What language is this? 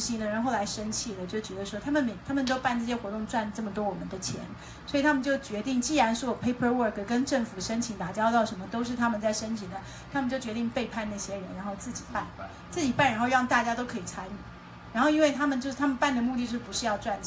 Chinese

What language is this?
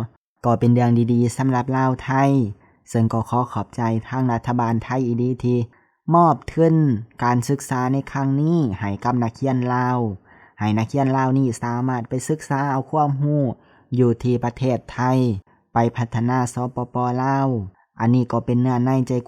Lao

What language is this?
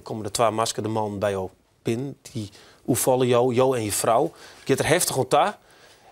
Western Frisian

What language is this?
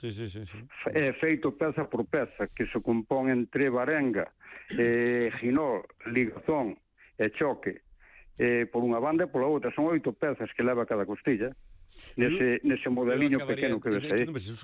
Galician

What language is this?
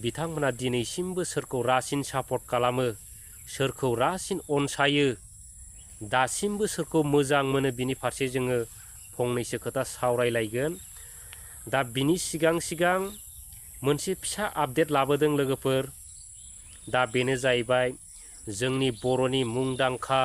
Bodo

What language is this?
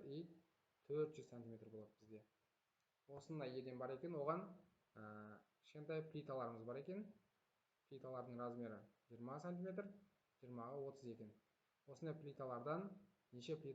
Kazakh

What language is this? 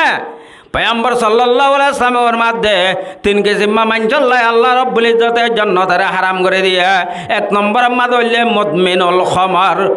Rohingya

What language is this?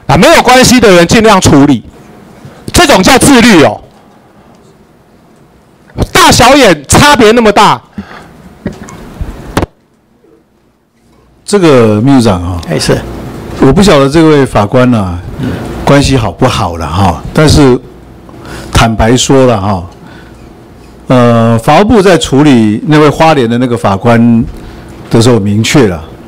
Chinese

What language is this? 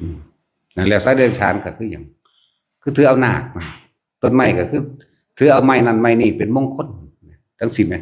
Northeastern Thai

